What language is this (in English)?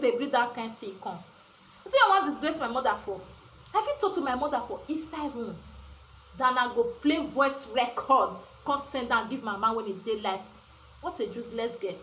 Nigerian Pidgin